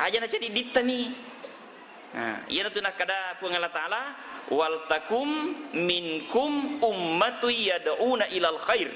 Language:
Buginese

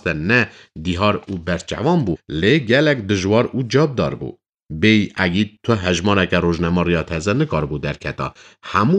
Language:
Kurdish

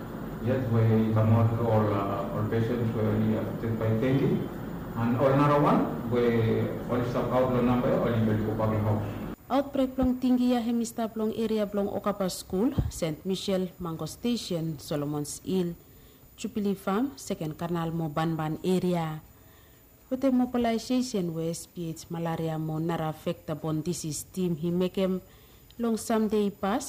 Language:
Bislama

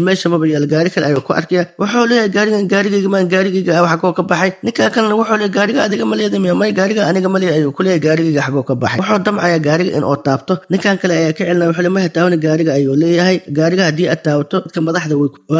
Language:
Somali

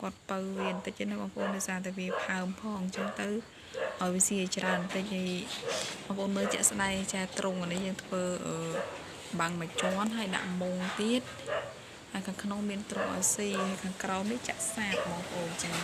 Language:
Khmer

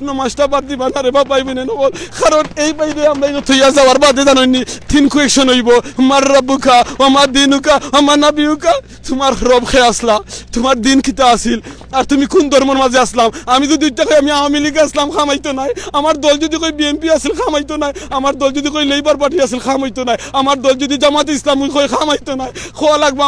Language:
Sylheti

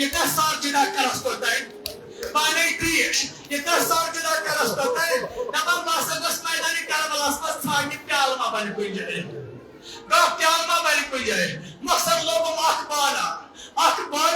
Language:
Kashmiri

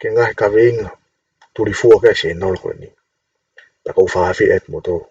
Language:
Tongan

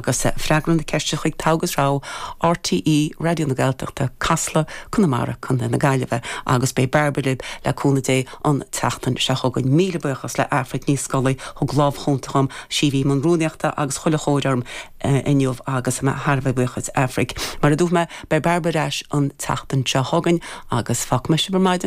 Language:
Irish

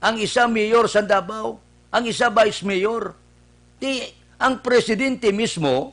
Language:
Hiligaynon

